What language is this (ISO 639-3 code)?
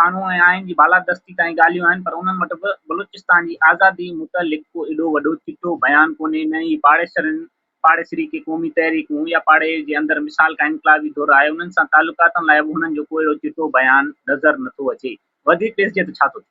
snd